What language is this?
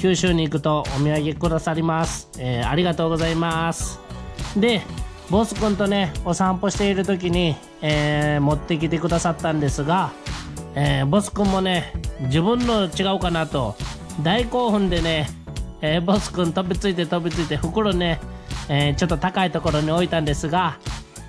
Japanese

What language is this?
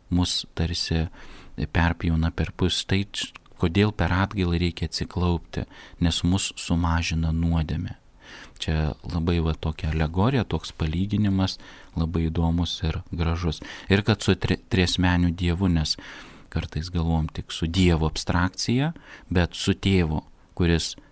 Lithuanian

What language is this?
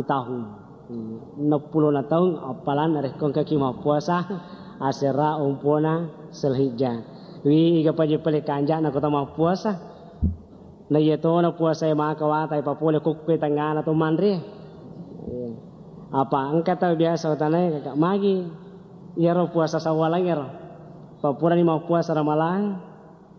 Buginese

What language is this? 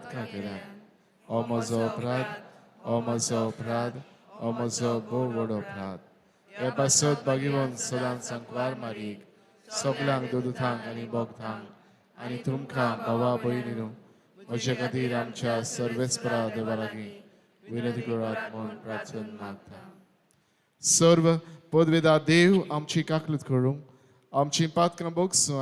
Konkani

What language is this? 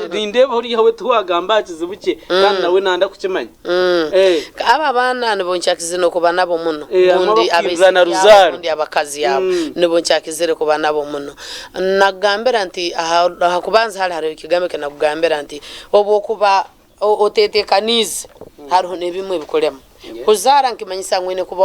Nyankole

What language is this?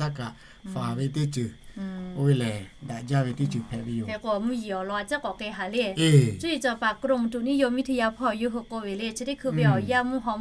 Lahu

